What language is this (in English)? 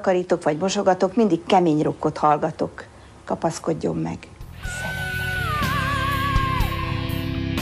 Hungarian